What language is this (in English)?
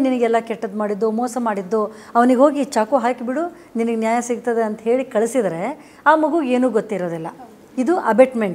Kannada